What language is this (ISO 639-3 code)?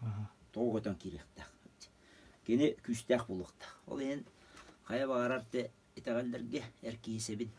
sah